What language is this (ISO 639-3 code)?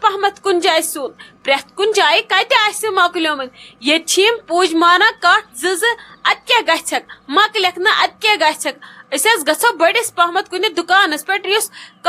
kas